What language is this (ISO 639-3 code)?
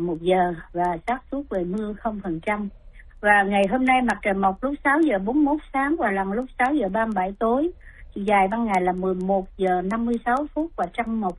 vie